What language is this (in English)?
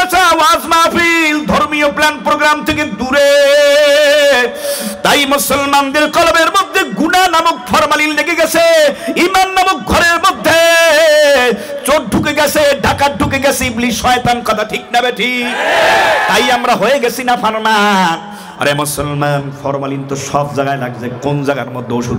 Bangla